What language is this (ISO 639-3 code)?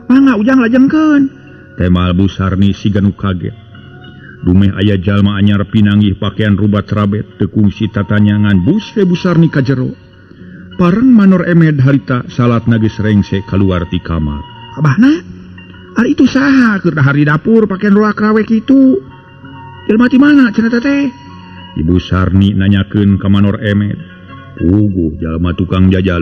sun